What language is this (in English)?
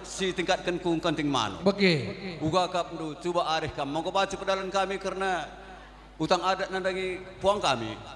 Batak Karo